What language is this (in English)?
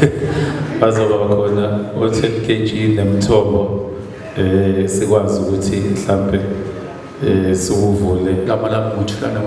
Zulu